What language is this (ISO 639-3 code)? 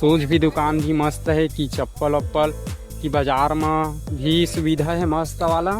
hne